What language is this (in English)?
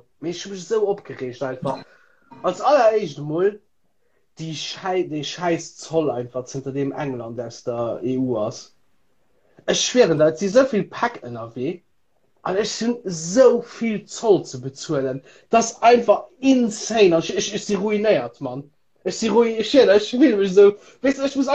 Luxembourgish